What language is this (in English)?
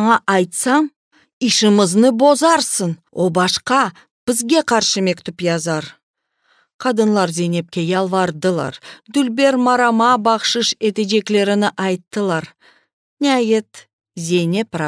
Crimean Tatar